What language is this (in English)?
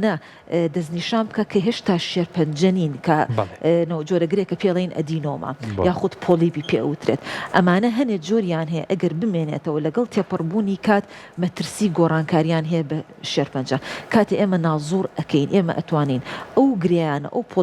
Central Kurdish